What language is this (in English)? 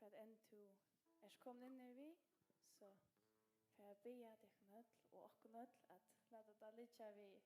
Faroese